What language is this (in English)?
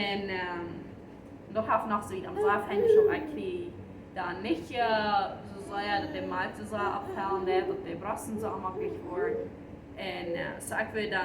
Plautdietsch